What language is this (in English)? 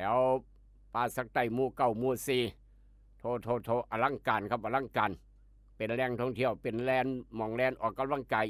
Northeastern Thai